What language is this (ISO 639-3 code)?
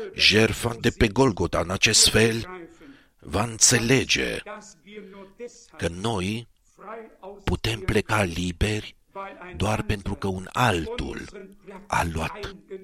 ron